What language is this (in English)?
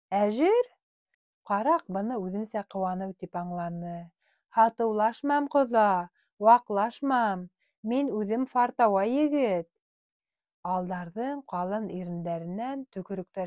Bashkir